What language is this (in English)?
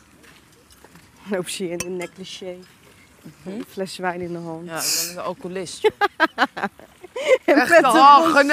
Dutch